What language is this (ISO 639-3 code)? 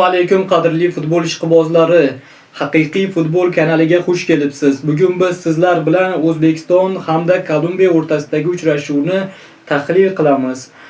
uzb